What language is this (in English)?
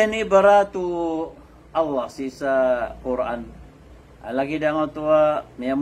Maranao